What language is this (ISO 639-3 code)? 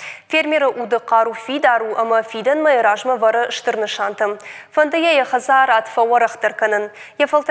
oss